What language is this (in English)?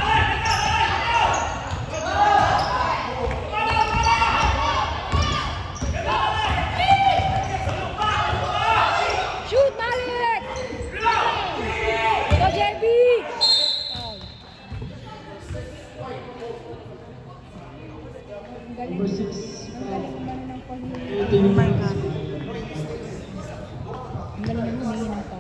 Filipino